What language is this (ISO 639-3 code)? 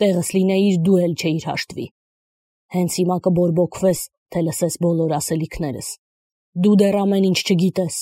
hye